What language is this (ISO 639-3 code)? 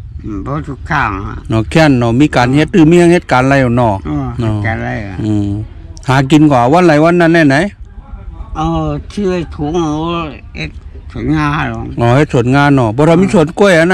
shn